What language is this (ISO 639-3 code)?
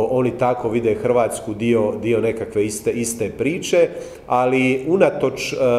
hrv